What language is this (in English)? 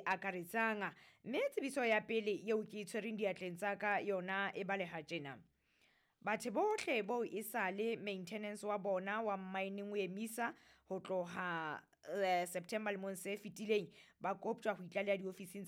Southern Sotho